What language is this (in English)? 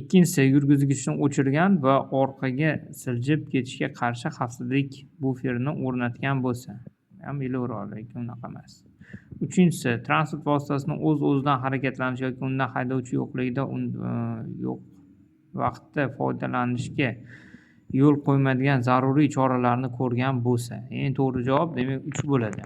Uzbek